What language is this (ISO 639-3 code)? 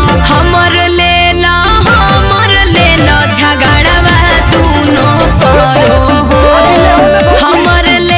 mag